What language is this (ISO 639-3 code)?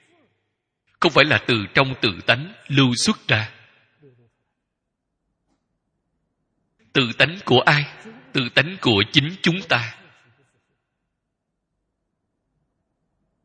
vie